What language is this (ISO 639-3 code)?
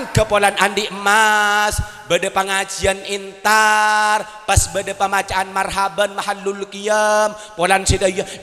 mad